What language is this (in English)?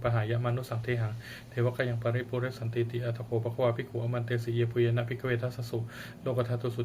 Pali